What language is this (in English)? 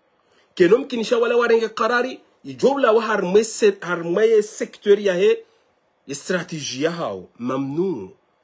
Ngazidja Comorian